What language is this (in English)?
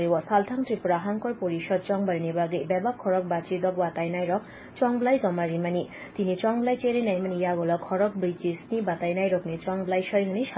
Kok Borok